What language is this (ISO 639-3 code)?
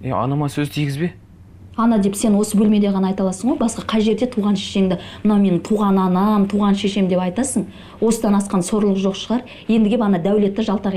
kaz